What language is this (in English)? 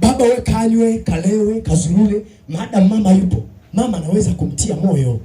Swahili